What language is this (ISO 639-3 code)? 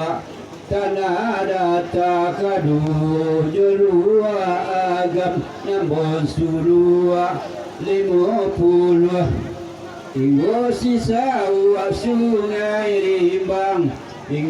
min